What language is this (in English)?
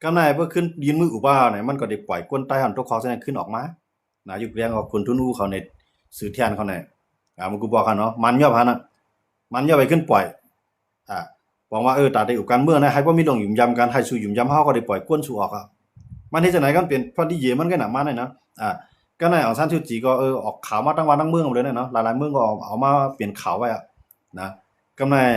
Shan